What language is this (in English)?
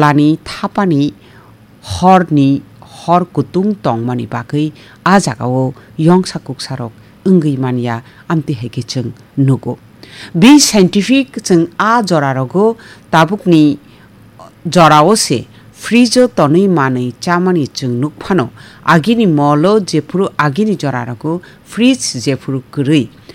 Kok Borok